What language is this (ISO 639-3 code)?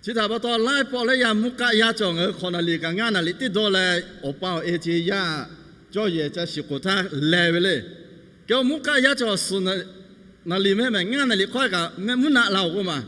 lhu